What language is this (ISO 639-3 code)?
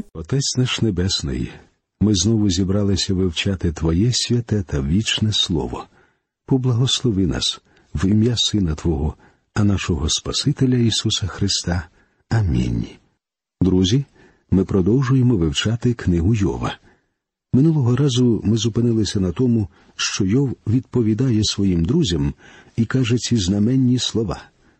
ukr